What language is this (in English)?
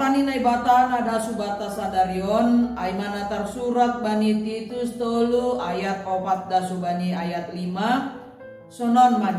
Batak Simalungun